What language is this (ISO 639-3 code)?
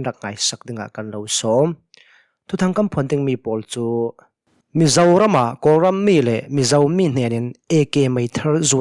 cnh